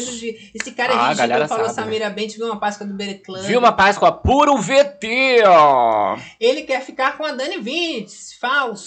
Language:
Portuguese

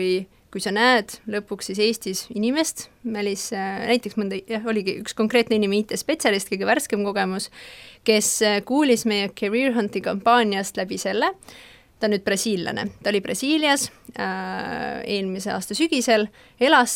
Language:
Estonian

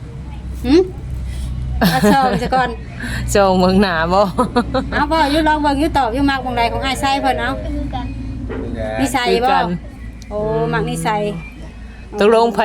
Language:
Northeastern Thai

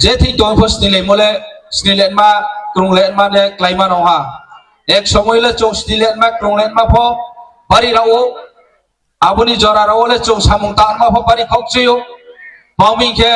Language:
Riang (India)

